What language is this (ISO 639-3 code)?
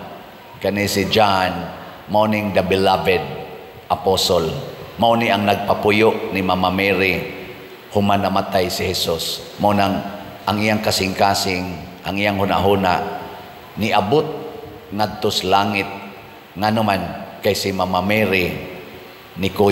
ceb